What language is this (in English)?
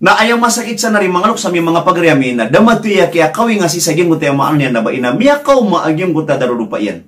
Maranao